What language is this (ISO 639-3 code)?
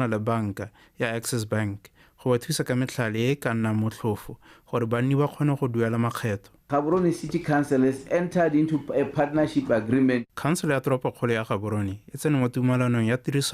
tsn